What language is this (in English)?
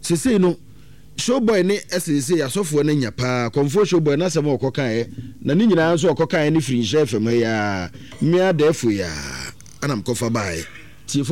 Akan